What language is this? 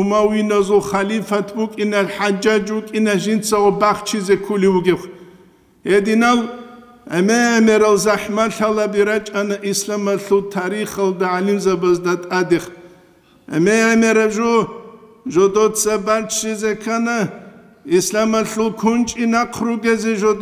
Avaric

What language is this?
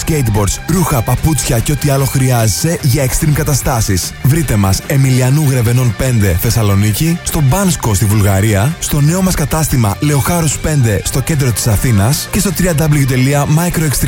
Greek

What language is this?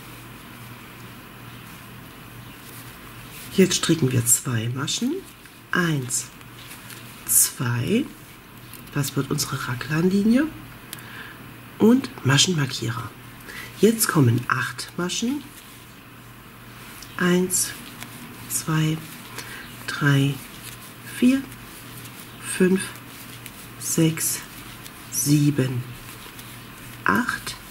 German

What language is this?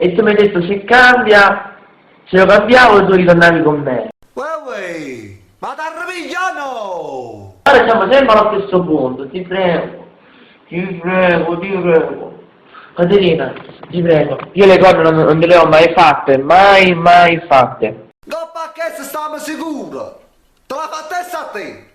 Neapolitan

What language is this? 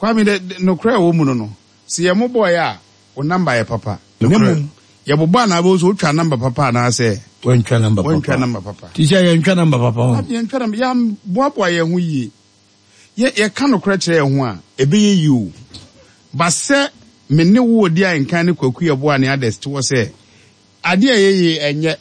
Akan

